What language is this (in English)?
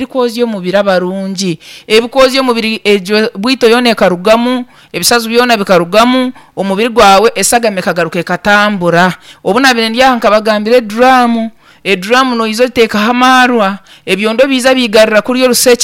Nyankole